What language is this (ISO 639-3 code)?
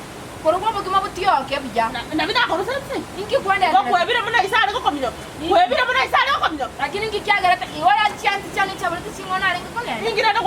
guz